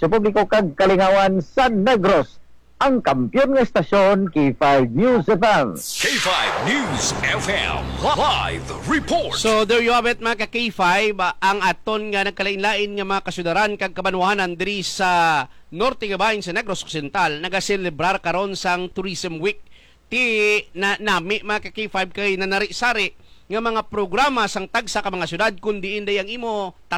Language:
Hiligaynon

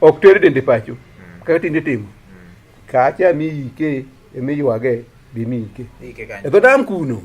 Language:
Luo (Kenya and Tanzania)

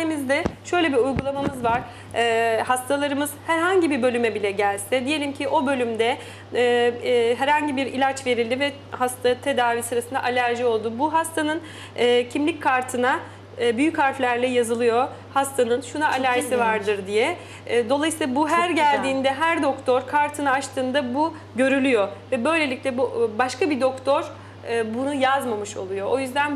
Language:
Turkish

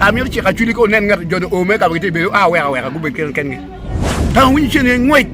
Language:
Acoli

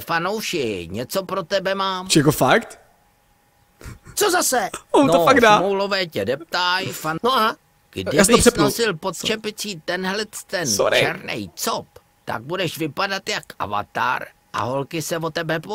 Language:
Czech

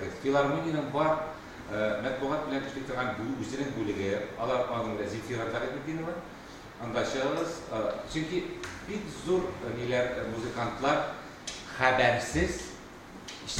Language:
Tatar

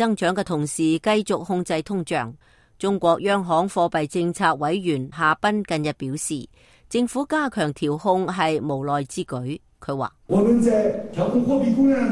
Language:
Cantonese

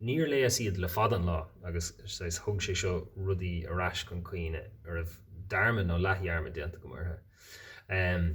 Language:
Irish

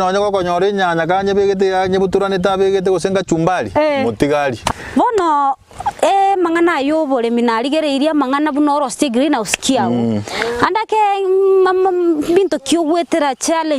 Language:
Gusii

